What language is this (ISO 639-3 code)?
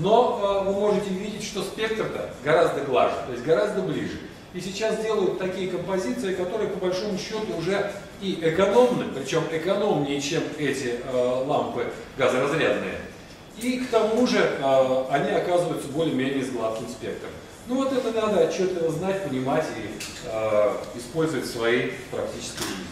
rus